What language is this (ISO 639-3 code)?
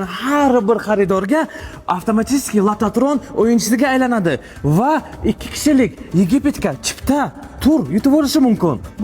uzb